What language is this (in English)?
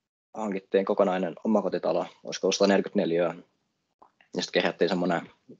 Finnish